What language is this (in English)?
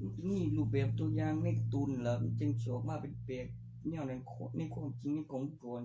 Northeastern Thai